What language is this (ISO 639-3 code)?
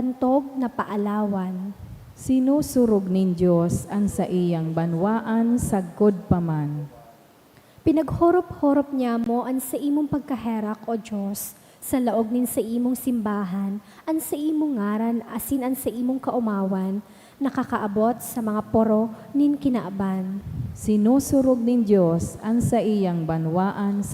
bik